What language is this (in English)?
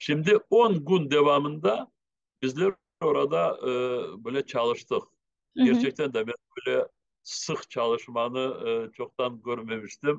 Crimean Tatar